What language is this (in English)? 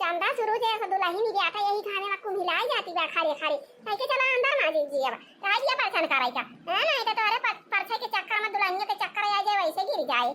Awadhi